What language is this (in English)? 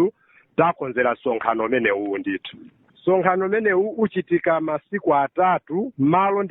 Nyanja